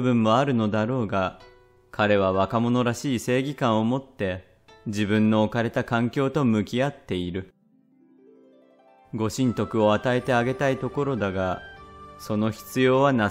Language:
Japanese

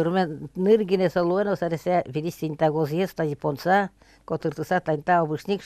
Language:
Udmurt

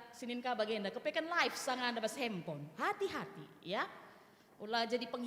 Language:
Batak Karo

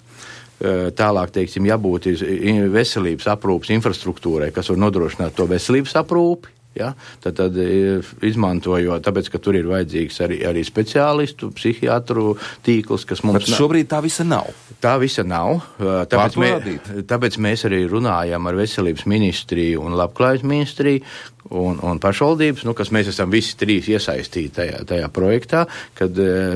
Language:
Latvian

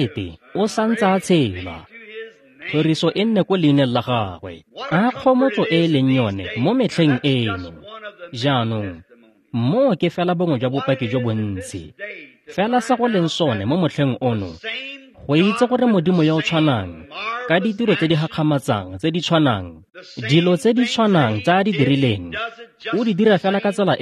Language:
Tswana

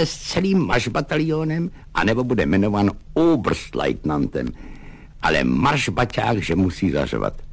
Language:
Czech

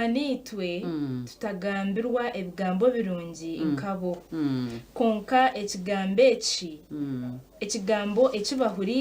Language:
Nyankole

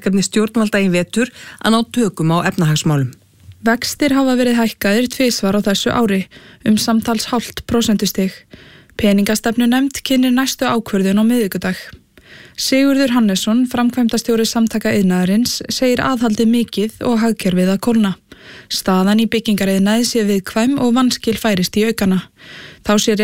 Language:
Icelandic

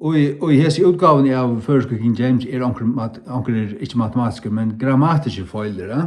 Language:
Faroese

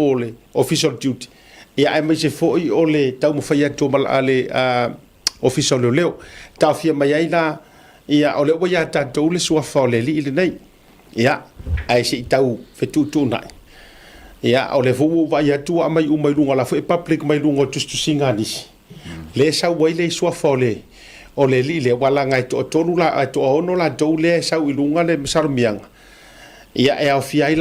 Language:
Samoan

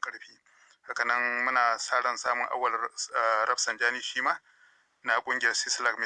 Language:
Hausa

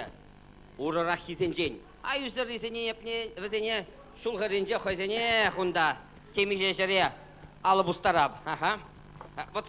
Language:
Chuvash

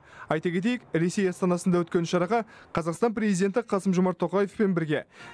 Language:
Kazakh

